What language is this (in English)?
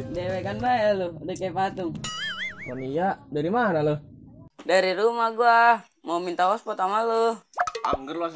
Betawi